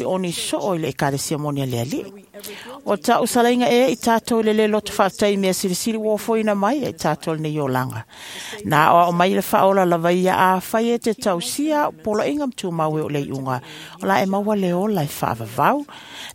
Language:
Samoan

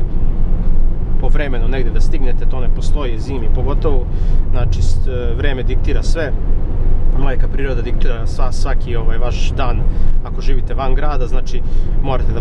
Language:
Serbian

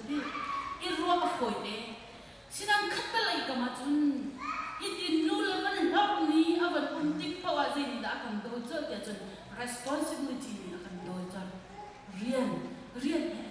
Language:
Hakha Chin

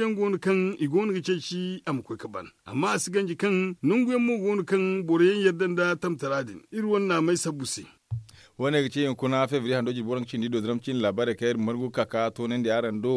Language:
Zarma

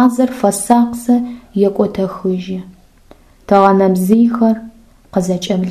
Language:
Adyghe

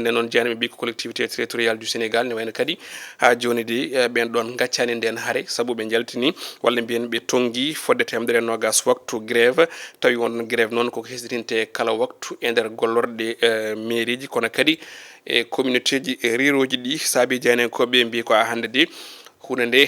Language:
Fula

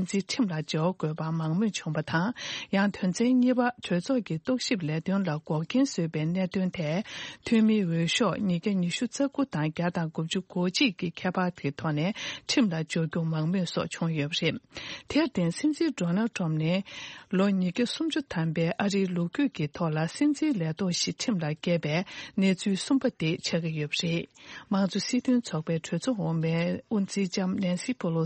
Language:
Tibetan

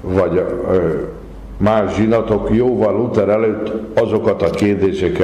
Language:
Hungarian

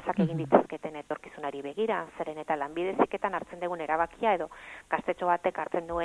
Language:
Basque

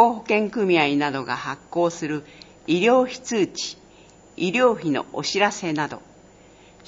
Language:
Japanese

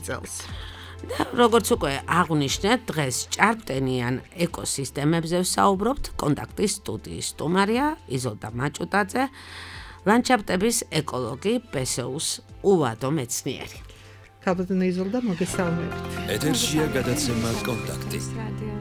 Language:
Georgian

